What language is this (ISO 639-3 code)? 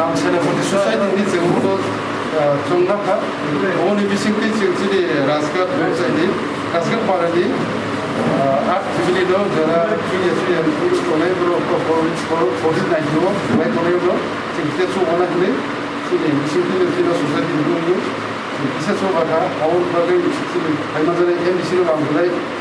trp